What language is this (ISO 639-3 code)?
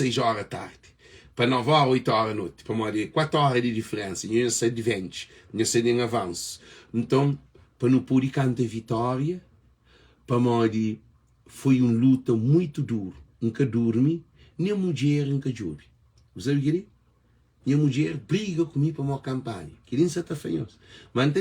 kea